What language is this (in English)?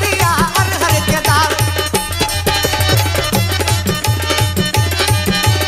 Bhojpuri